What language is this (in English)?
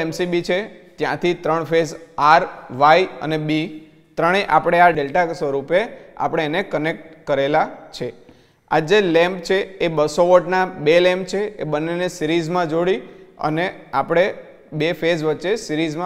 Gujarati